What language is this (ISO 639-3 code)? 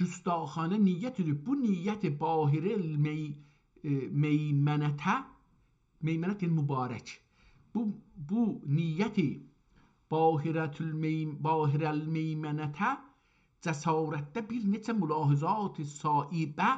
azb